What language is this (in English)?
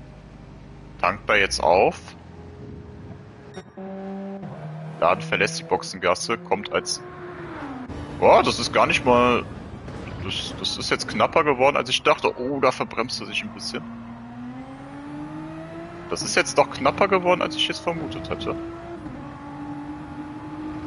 German